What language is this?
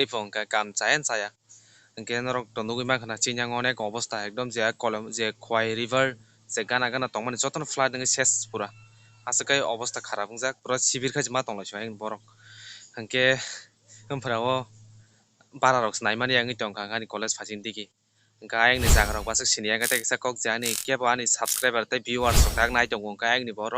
Kok Borok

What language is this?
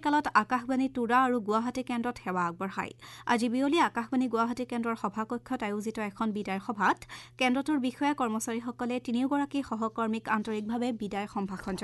Assamese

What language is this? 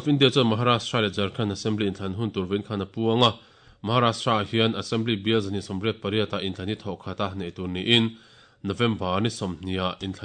Mizo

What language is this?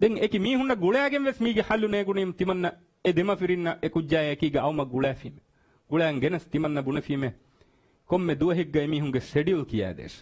Divehi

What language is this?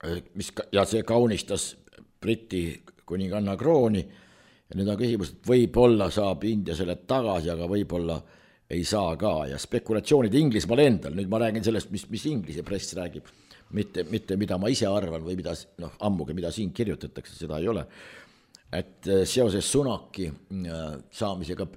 Estonian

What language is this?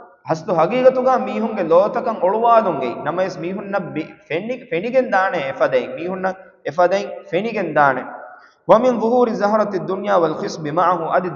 Divehi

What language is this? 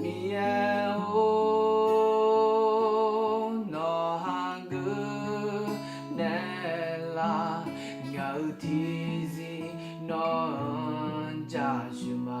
Akha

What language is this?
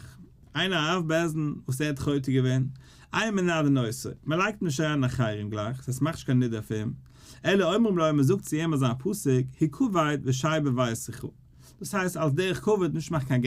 Yiddish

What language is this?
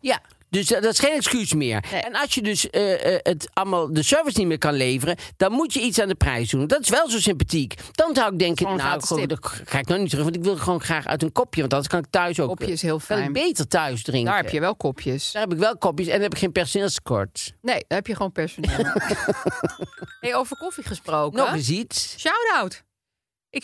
Dutch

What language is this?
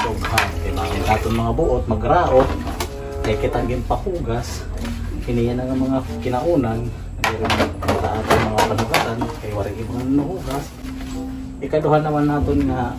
Waray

